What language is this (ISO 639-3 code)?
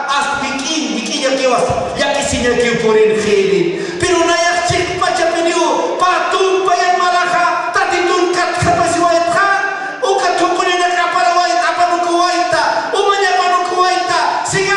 aym